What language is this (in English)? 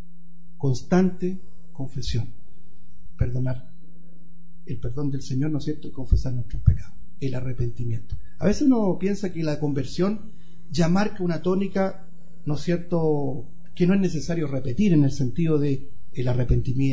Spanish